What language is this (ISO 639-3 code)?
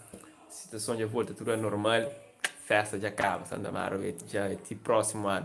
kea